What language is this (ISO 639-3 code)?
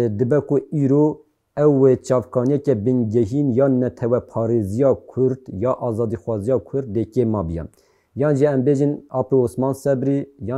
kur